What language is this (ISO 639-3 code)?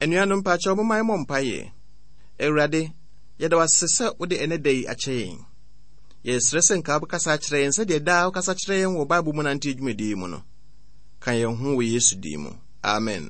aka